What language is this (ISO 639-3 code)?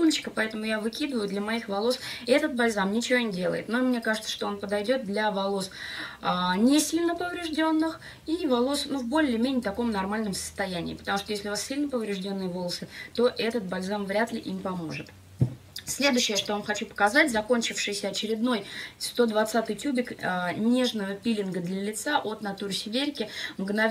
rus